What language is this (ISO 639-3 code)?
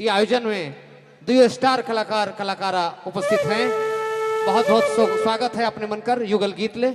sck